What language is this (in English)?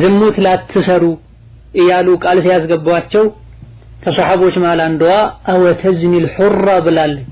Amharic